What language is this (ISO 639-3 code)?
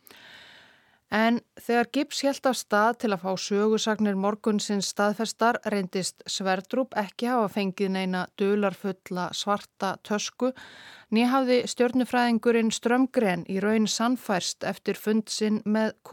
isl